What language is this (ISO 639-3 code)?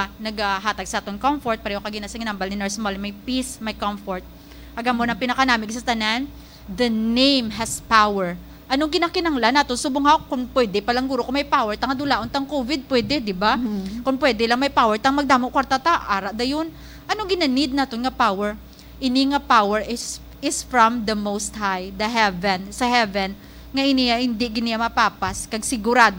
hil